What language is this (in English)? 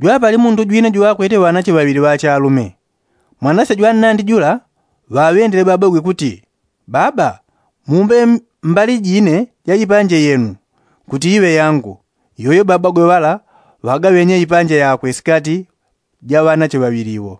Yao